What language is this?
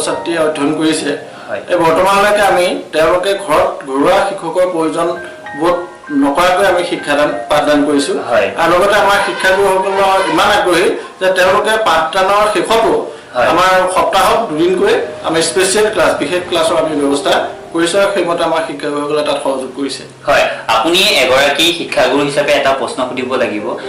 Assamese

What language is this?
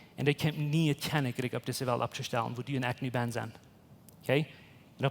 Plautdietsch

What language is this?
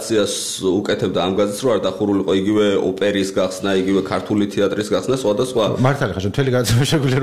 Georgian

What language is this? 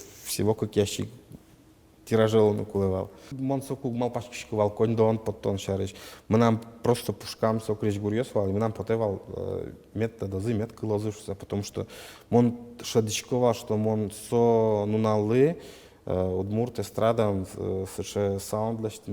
Udmurt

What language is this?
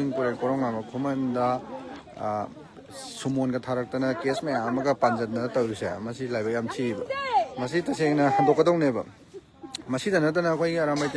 Manipuri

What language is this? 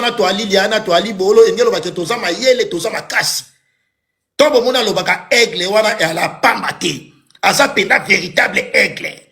Lingala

